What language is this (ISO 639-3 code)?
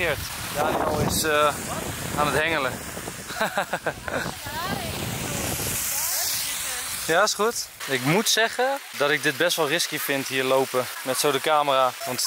nld